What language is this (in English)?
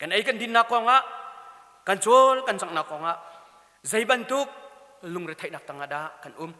Hakha Chin